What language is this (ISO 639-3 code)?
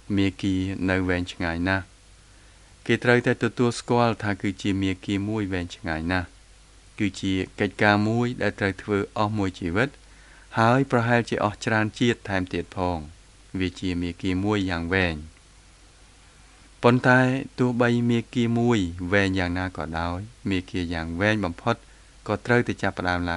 khm